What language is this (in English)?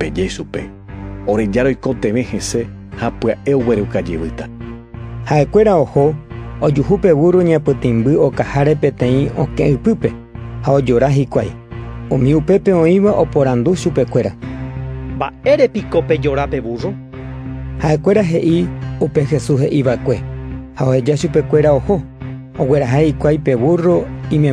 Guarani